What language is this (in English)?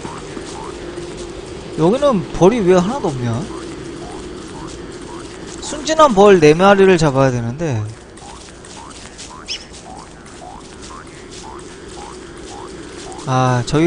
Korean